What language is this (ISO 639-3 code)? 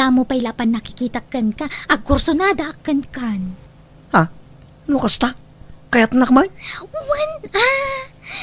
ilo